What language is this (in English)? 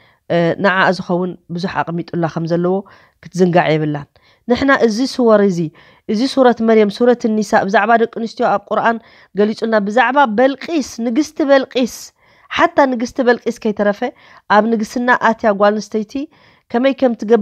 Tigrinya